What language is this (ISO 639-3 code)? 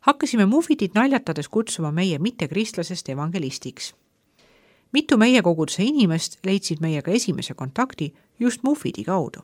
est